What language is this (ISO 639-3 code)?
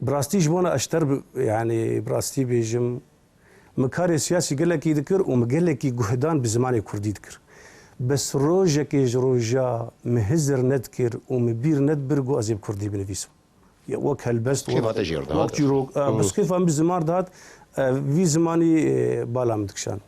kur